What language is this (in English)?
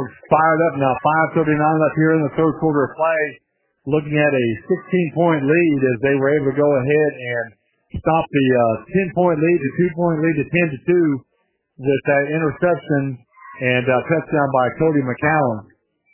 English